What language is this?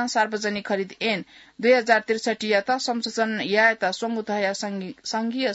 Newari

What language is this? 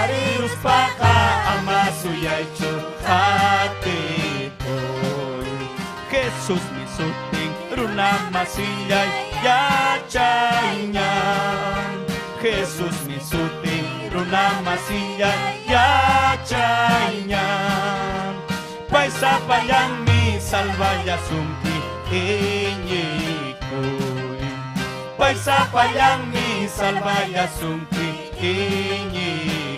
Ayacucho Quechua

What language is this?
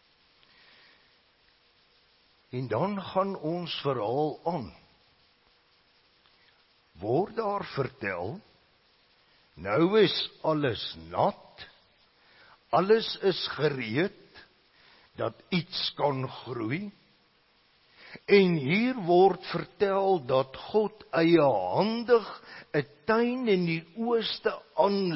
Afrikaans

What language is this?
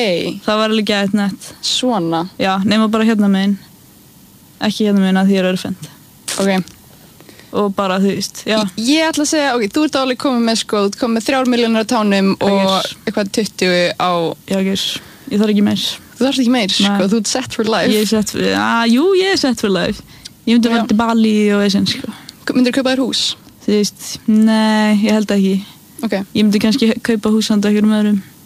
Icelandic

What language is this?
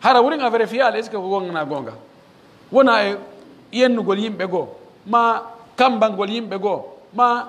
Pular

